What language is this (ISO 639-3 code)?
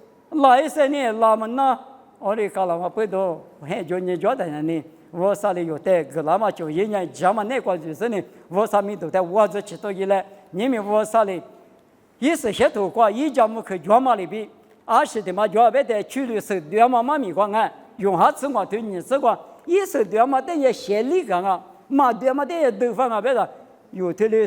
lis